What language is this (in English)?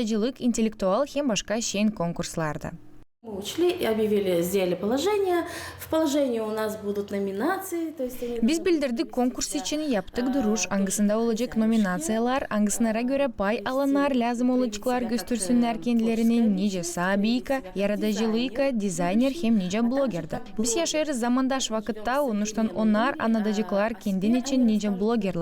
Gagauz